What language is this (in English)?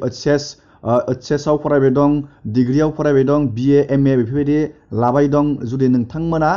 Bodo